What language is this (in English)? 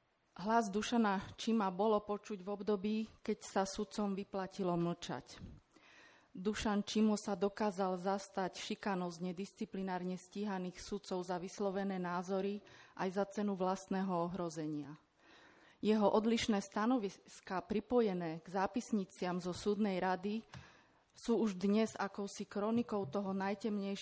Slovak